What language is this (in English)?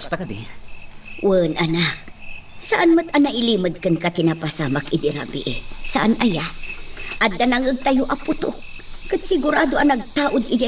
Iloko